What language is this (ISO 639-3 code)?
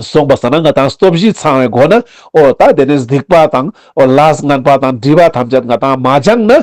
lbj